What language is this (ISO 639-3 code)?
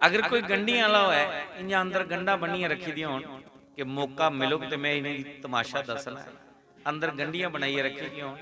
doi